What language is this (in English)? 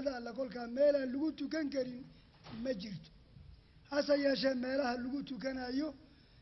Somali